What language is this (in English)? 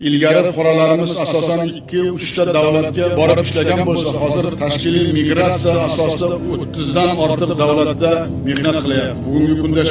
Uzbek